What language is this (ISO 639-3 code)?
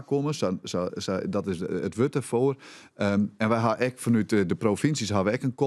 fry